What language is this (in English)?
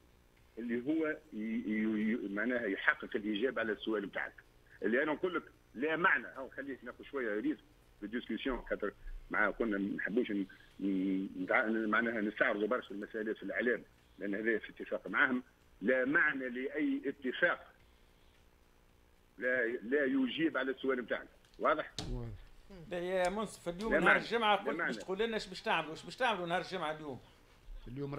Tunisian Arabic